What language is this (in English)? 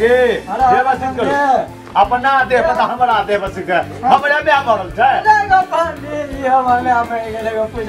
Maithili